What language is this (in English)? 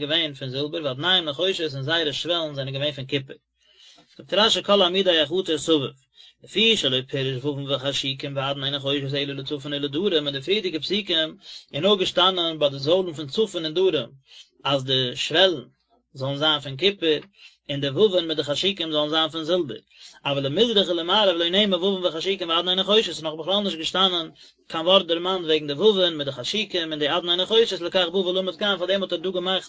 Yiddish